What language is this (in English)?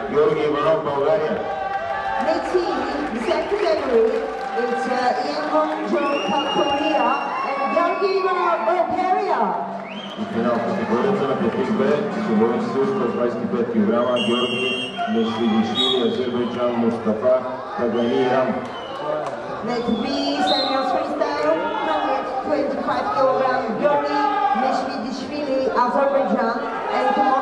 Bulgarian